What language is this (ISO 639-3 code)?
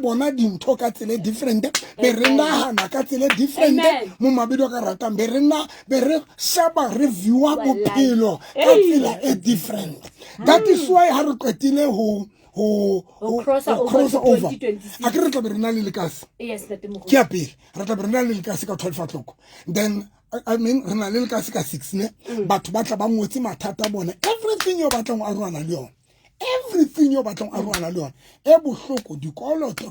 sot